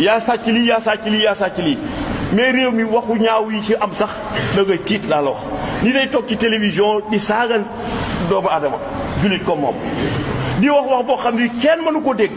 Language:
Wolof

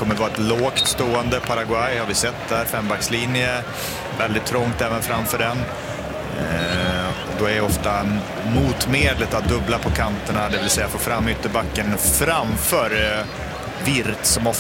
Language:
Swedish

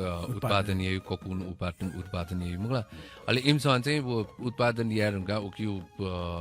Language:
Newari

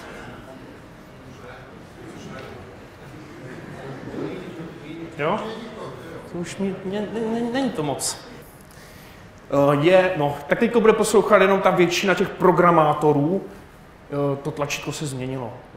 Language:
Czech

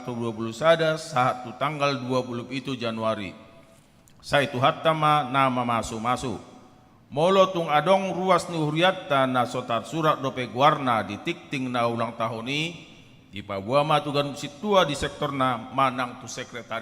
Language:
Batak Toba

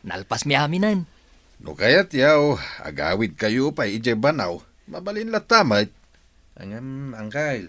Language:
Iloko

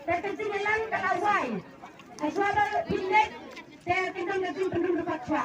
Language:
Khasi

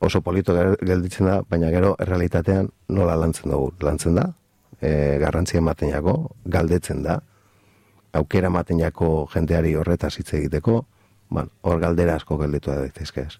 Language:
Basque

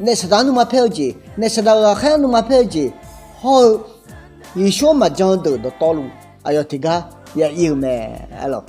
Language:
Akha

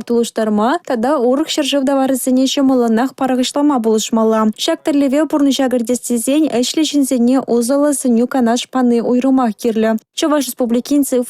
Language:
Chuvash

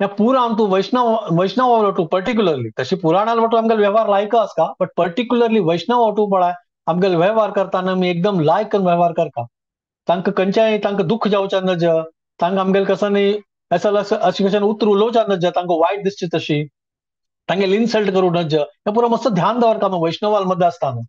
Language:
Konkani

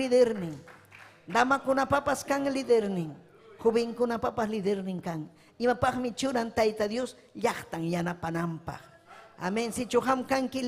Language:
Ayacucho Quechua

